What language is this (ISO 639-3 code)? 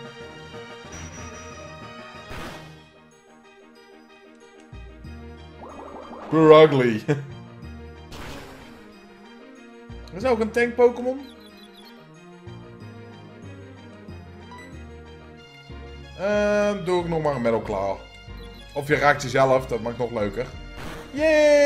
nld